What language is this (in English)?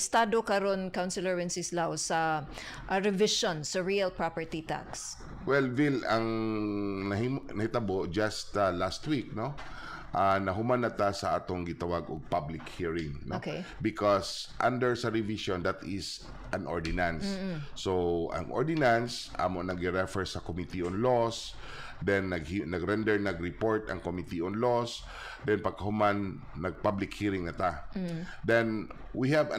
Cebuano